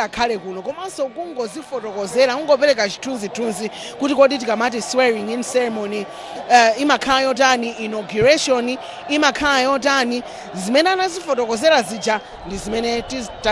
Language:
Nyanja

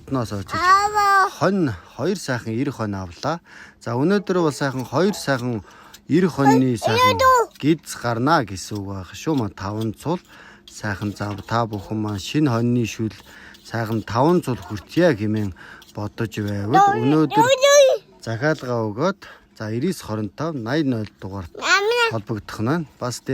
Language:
Mongolian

